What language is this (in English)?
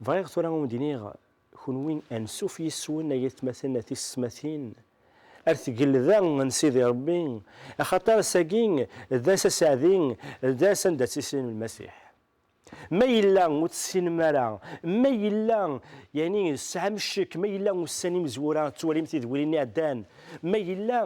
Kabyle